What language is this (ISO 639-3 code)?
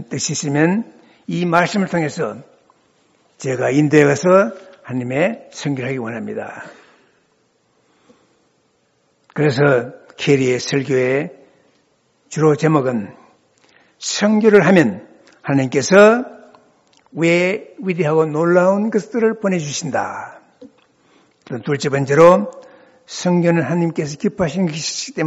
kor